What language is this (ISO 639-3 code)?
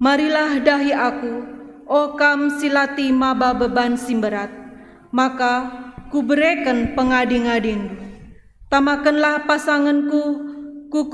btx